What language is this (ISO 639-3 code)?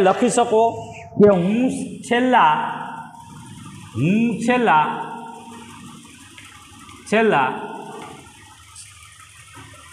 guj